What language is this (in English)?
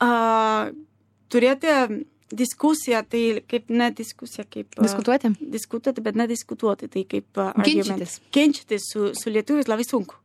Lithuanian